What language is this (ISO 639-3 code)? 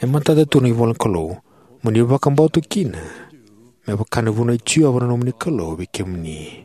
fij